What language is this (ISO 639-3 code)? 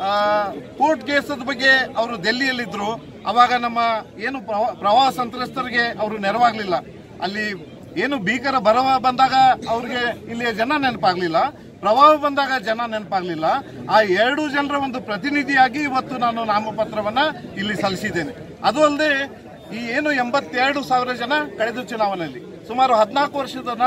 kan